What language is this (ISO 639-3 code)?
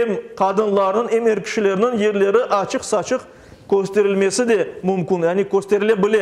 crh